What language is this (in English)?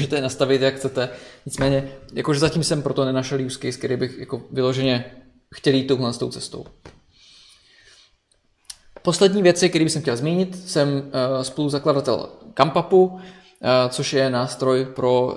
Czech